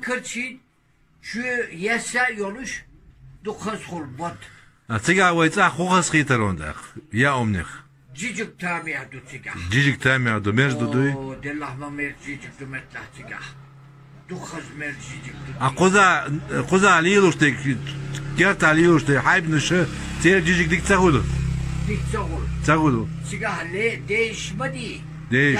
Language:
Chechen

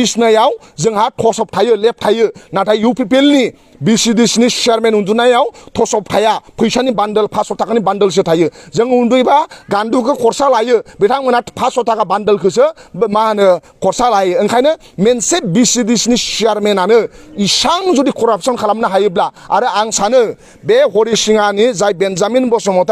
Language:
Bodo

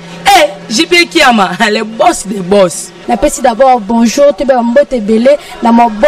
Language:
Lingala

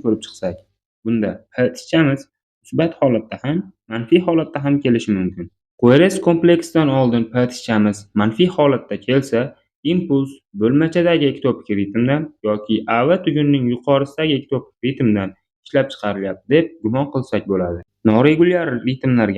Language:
Uzbek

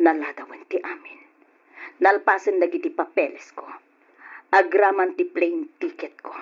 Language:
Iloko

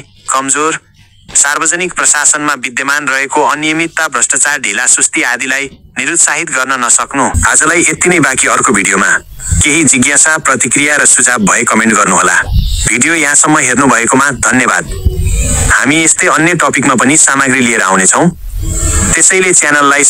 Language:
Nepali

